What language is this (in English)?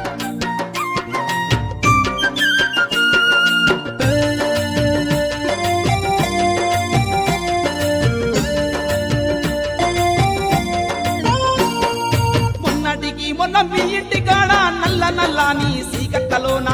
Telugu